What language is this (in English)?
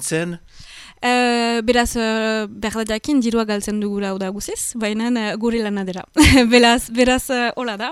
Basque